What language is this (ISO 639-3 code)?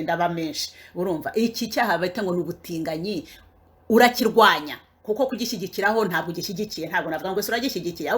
kin